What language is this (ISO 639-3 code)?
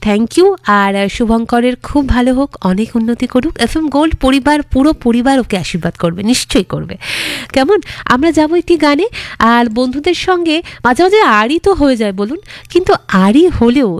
ben